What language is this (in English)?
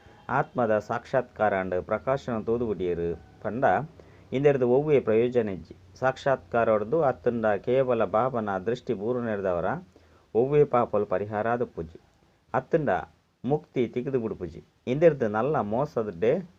Tulu